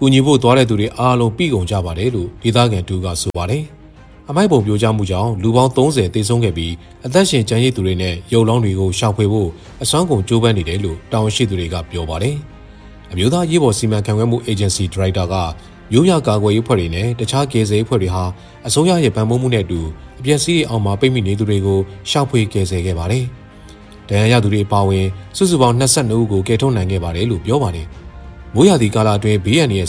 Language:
Burmese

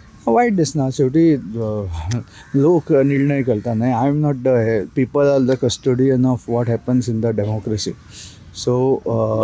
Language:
Konkani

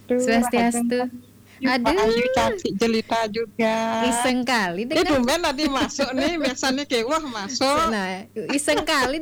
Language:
Balinese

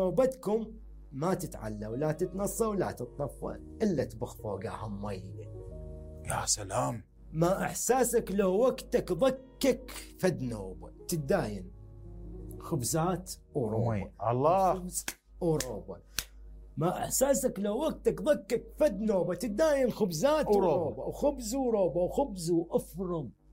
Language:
Mesopotamian Arabic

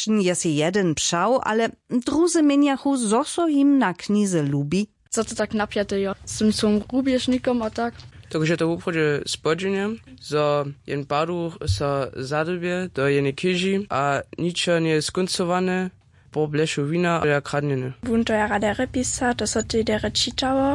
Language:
Upper Sorbian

